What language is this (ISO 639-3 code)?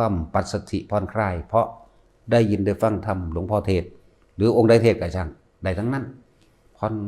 tts